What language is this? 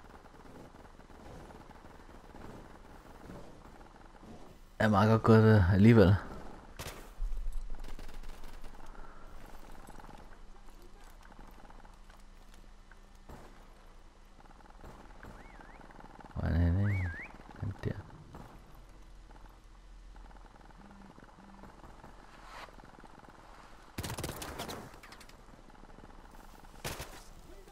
Danish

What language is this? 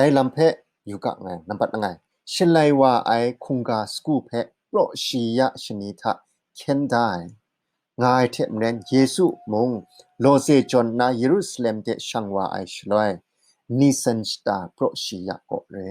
Kachin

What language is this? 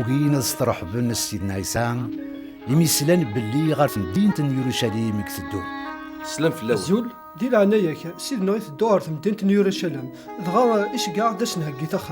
Kabyle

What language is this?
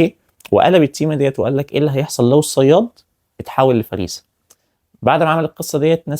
Egyptian Arabic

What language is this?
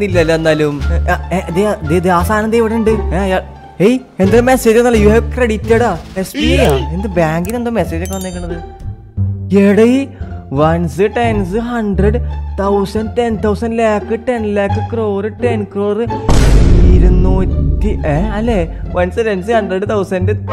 Malayalam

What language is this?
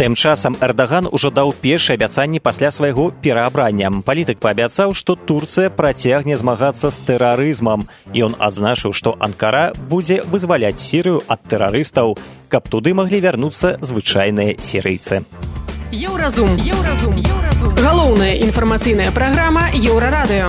Belarusian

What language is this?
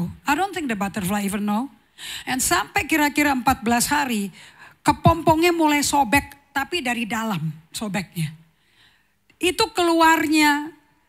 Indonesian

